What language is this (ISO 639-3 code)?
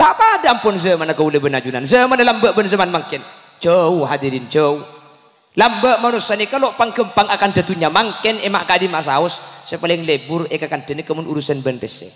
mad